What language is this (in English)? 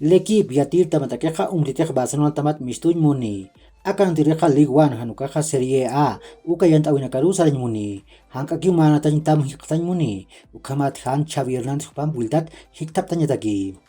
Aymara